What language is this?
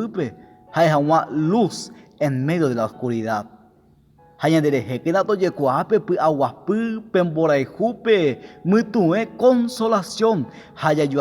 Guarani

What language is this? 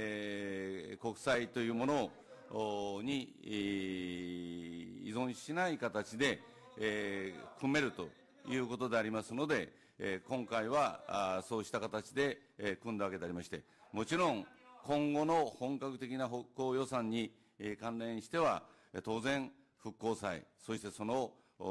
Japanese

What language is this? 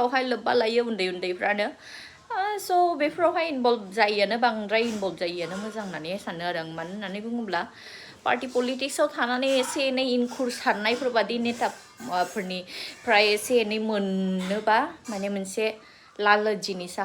Bodo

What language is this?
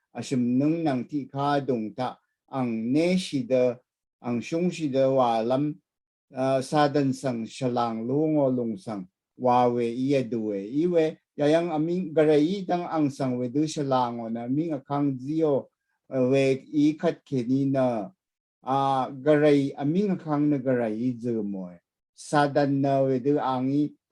Rawang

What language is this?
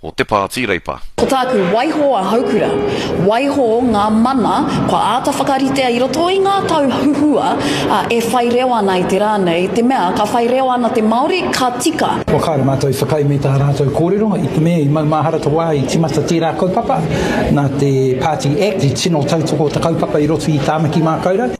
Māori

